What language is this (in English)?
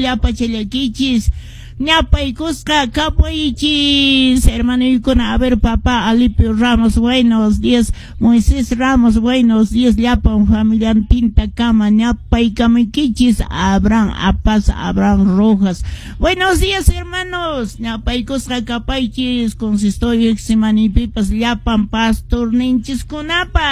Quechua